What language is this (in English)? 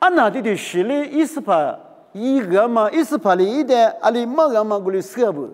Lisu